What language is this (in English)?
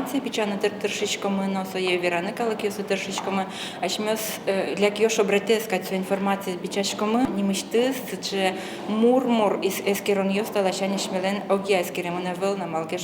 Udmurt